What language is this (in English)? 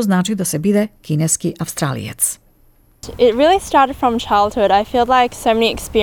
Macedonian